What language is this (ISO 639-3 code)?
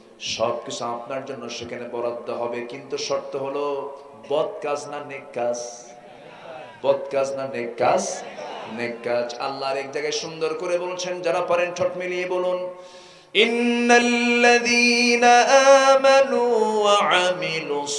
ben